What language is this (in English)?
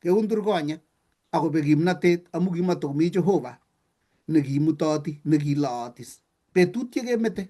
Kalenjin